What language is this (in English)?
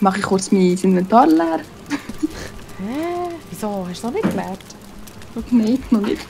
Swiss German